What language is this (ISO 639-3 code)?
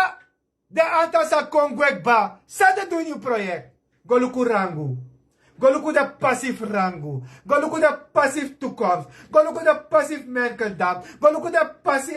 srn